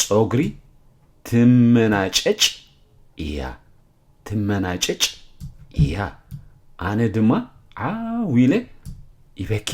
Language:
Tigrinya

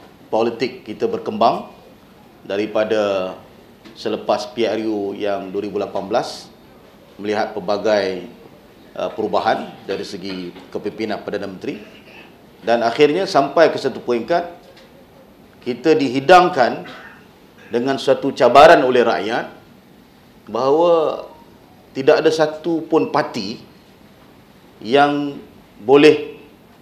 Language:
Malay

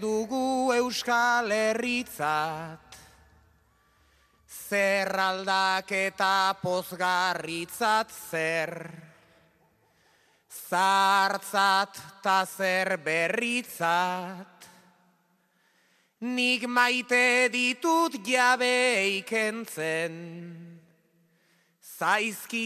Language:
Basque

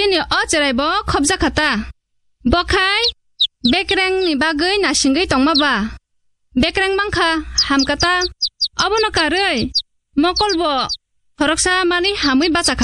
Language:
Kok Borok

